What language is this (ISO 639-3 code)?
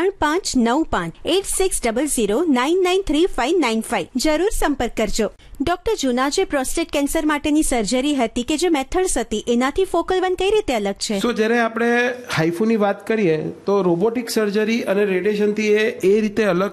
guj